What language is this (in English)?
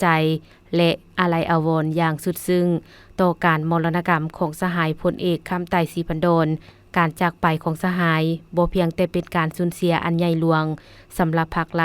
Lao